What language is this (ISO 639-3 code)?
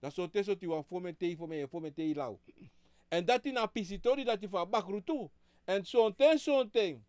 srn